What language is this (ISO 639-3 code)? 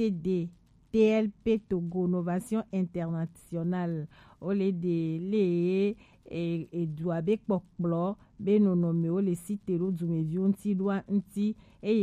gej